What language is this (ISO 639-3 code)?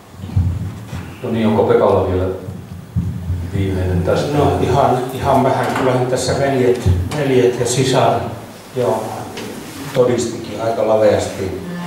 fin